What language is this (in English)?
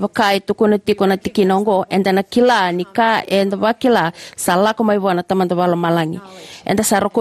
Fijian